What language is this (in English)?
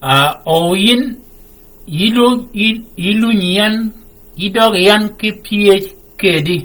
Shilluk